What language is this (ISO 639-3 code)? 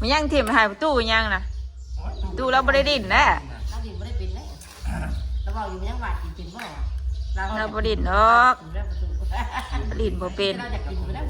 tts